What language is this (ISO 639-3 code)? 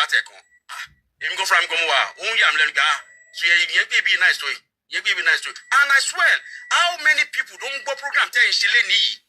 yor